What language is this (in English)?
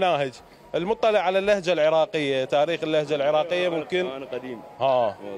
Mesopotamian Arabic